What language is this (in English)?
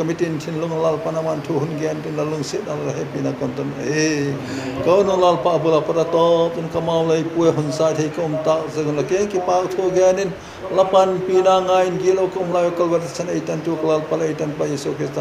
Vaiphei